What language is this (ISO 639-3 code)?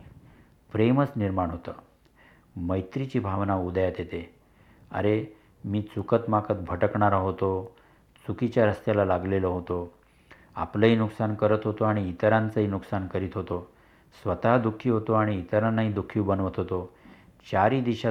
mar